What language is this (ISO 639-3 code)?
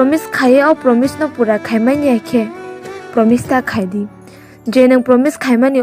trp